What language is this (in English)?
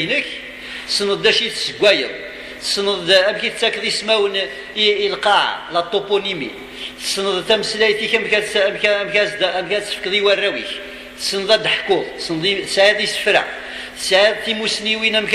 Kabyle